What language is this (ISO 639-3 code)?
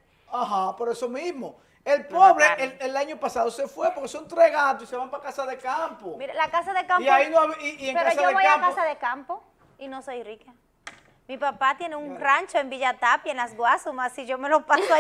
spa